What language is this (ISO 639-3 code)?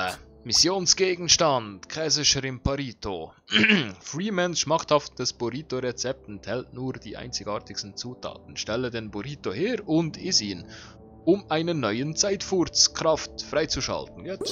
gsw